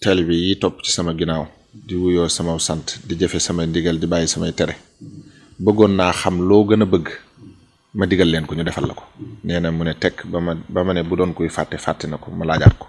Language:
Wolof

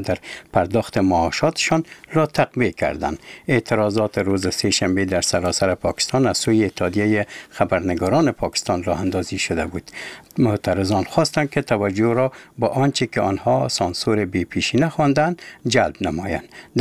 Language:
Persian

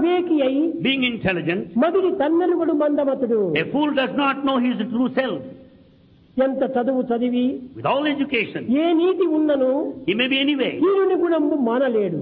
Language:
Telugu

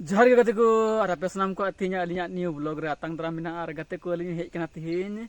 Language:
Santali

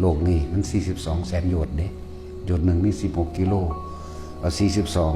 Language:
Northeastern Thai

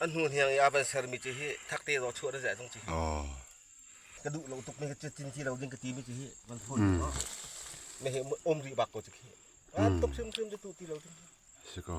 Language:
Falam Chin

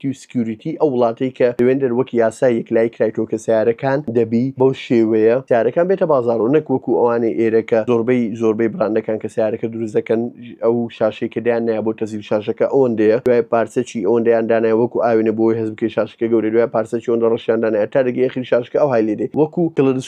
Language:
Central Kurdish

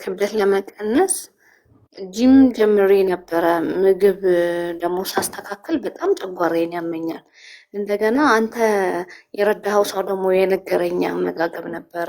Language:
Amharic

